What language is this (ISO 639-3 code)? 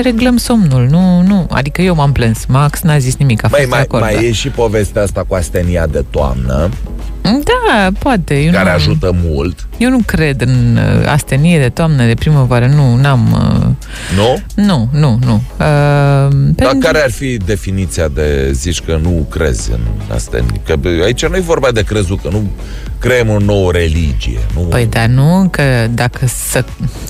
ron